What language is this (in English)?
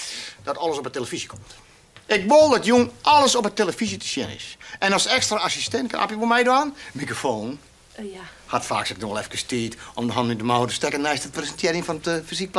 Western Frisian